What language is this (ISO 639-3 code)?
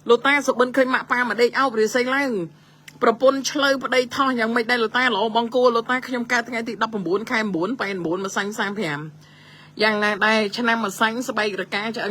khm